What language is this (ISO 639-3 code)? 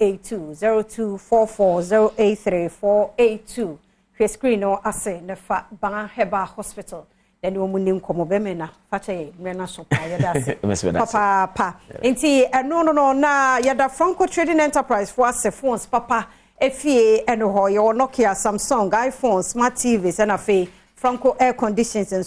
aka